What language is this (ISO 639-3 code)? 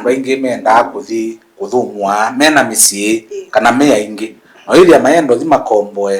kam